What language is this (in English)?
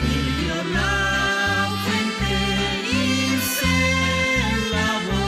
Aymara